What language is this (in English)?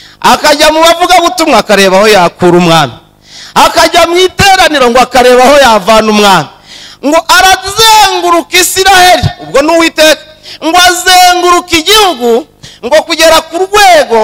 Kinyarwanda